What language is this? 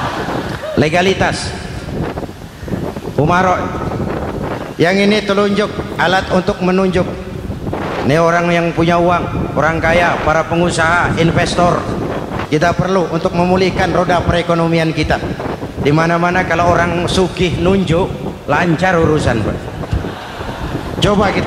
Indonesian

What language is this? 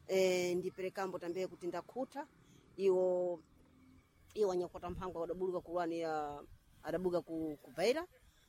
Sena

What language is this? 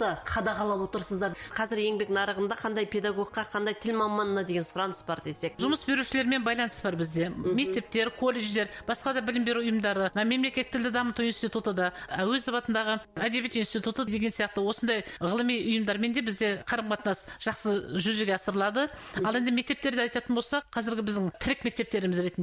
Kazakh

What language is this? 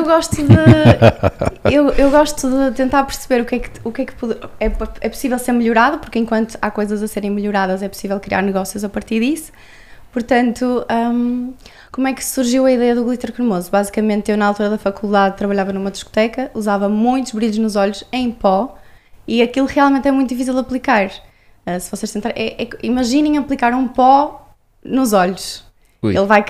Portuguese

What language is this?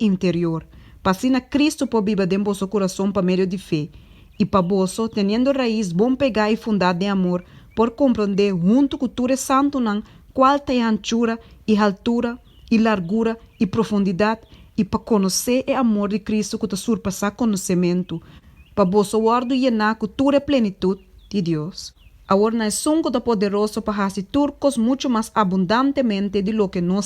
Papiamento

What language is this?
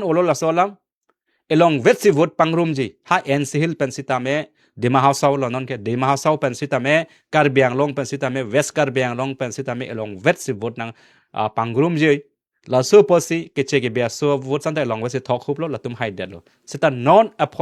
Karbi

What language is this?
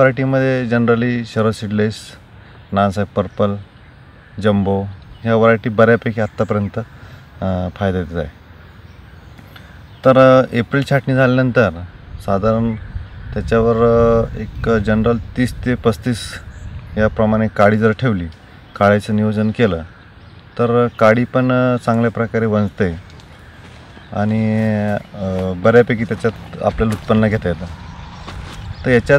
Marathi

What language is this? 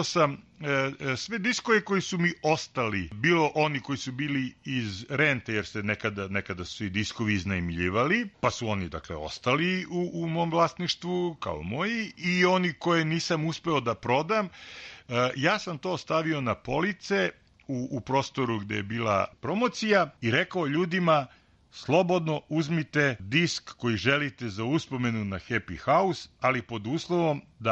Serbian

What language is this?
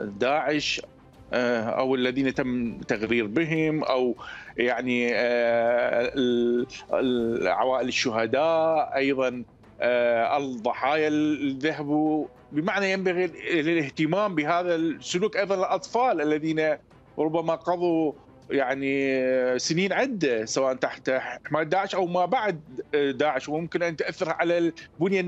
Mesopotamian Arabic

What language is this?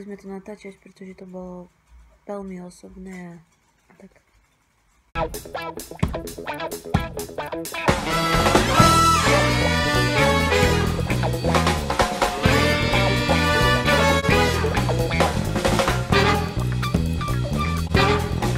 Slovak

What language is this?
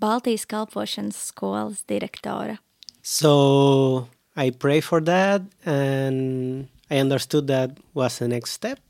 Latvian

